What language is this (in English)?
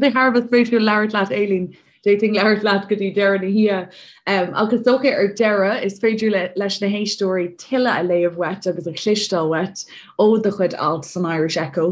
Irish